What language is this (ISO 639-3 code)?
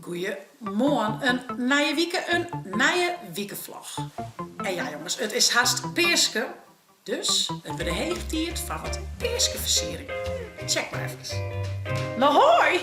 fry